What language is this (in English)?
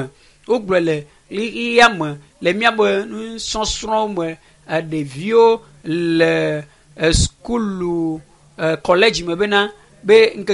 Ewe